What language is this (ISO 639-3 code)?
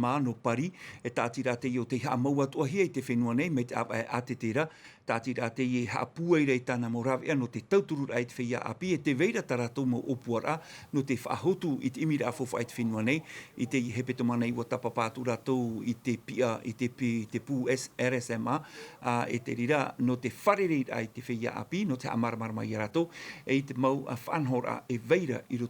tah